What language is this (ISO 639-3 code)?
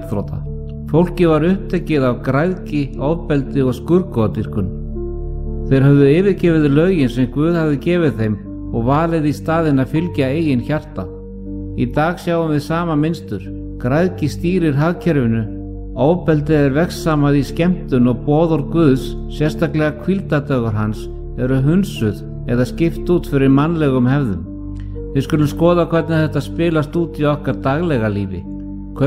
isl